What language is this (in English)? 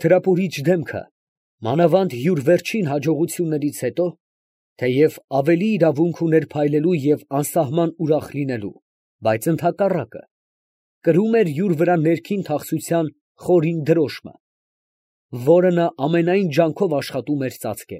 Armenian